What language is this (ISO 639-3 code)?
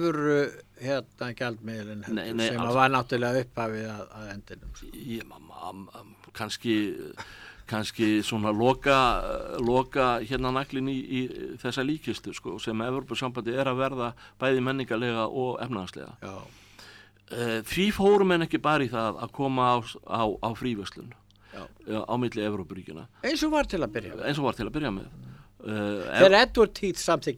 isl